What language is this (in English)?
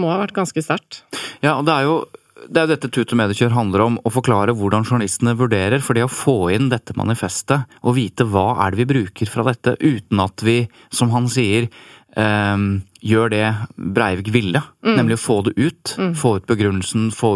Norwegian